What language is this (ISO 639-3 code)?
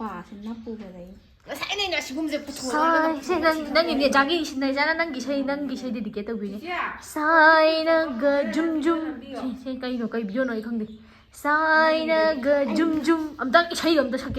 mni